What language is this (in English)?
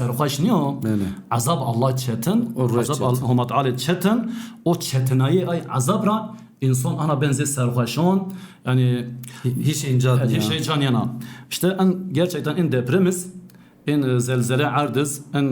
Zaza